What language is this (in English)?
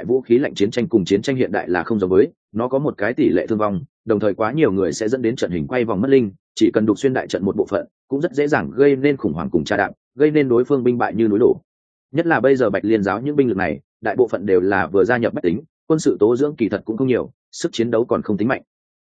Vietnamese